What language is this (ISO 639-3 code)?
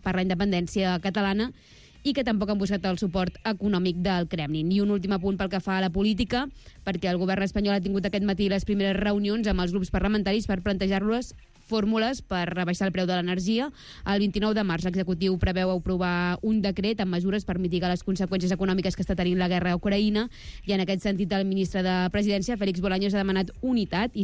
cat